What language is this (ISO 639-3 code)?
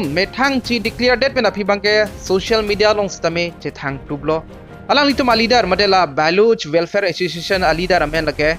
mjw